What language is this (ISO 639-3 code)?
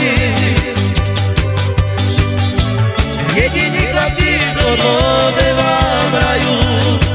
slk